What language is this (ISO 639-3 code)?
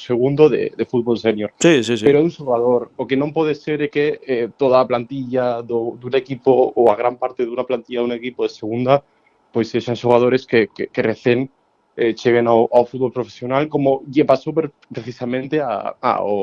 glg